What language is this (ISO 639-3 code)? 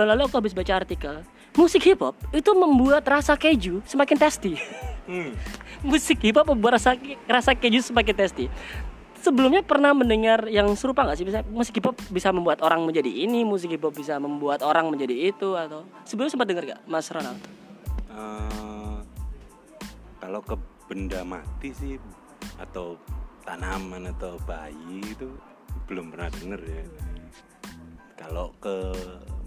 ind